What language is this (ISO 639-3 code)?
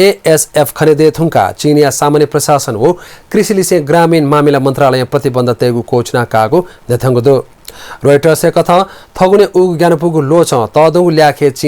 new